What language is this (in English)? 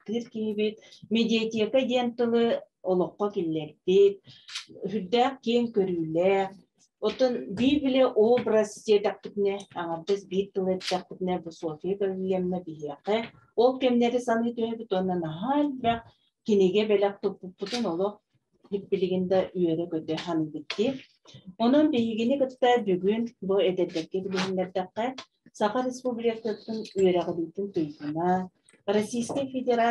Yakut